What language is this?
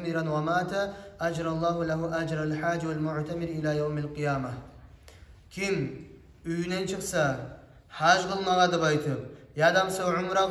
Kumyk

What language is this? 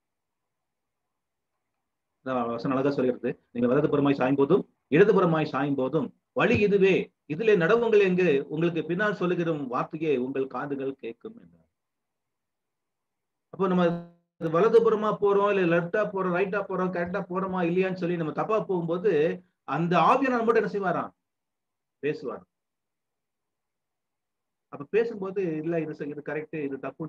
Tamil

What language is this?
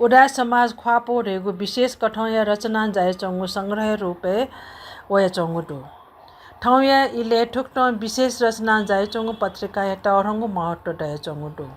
Newari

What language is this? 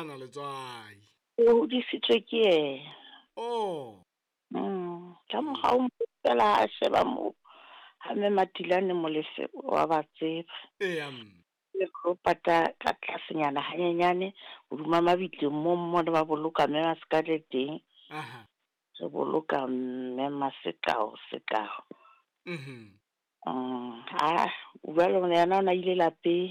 Southern Sotho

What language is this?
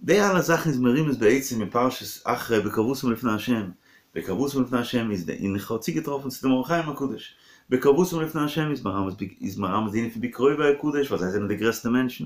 Yiddish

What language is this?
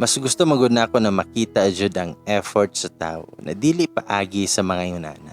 Cebuano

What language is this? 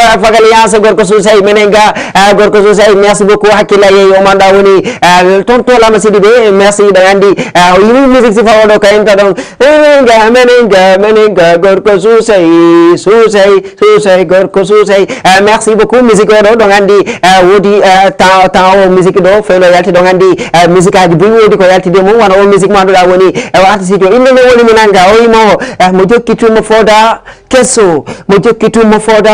Fula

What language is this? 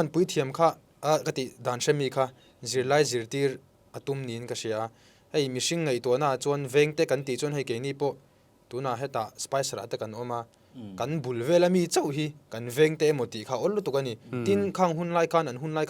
Mizo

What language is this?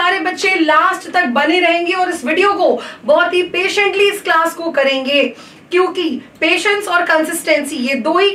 Hindi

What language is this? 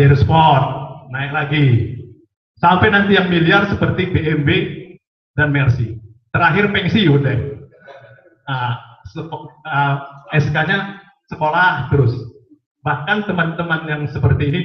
Indonesian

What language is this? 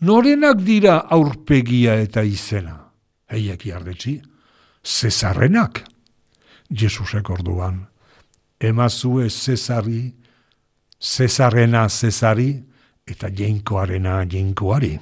Basque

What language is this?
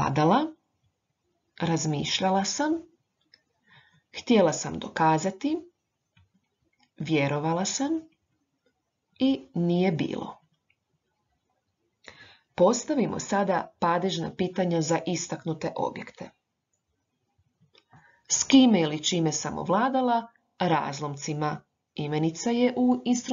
Croatian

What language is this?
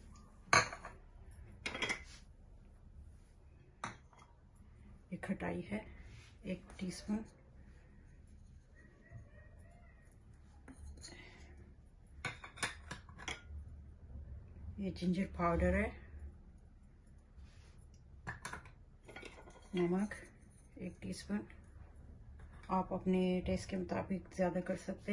Hindi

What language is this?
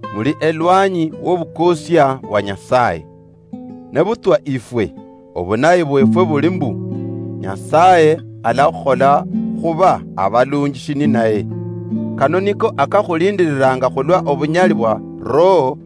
Luyia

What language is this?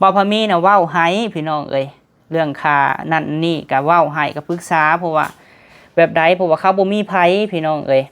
Lao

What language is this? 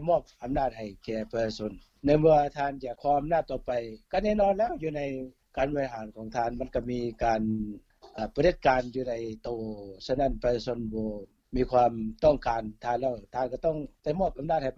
Lao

